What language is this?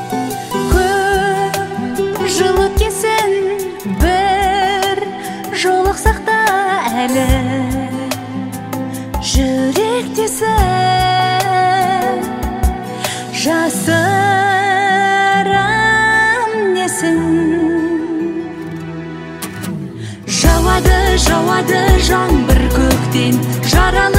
Kazakh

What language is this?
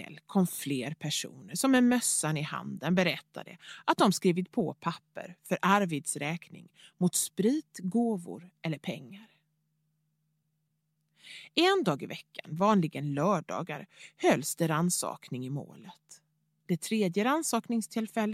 Swedish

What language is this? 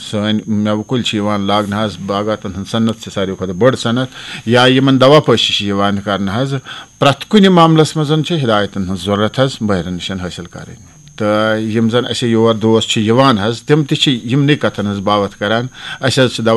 Kashmiri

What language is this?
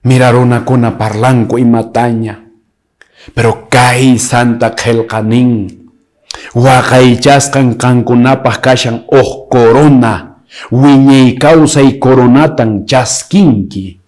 Quechua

